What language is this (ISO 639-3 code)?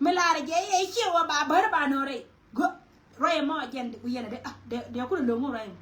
nus